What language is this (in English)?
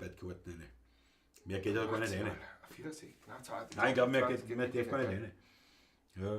Bavarian